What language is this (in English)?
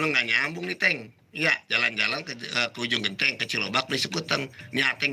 Betawi